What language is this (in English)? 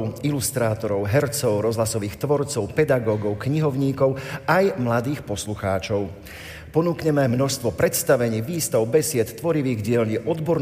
Slovak